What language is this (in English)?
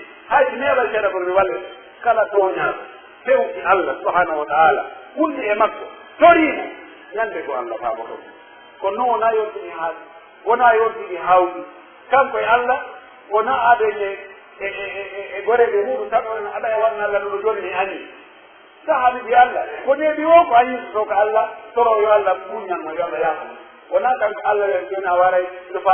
Pular